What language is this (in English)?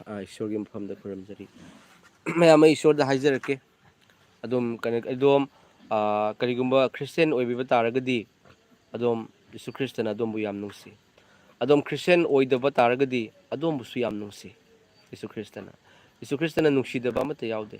Manipuri